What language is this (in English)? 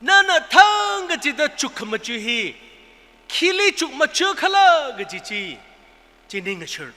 Tangkhul Naga (India)